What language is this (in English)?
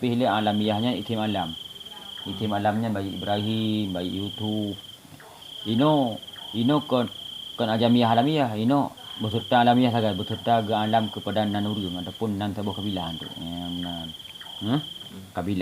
Achinese